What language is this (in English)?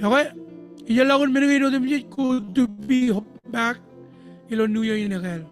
Marshallese